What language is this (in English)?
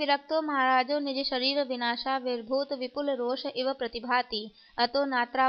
Sanskrit